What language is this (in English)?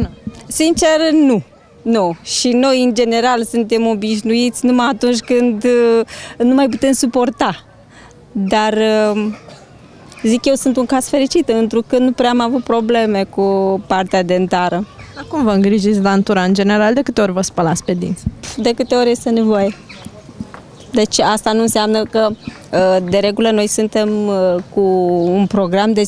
Romanian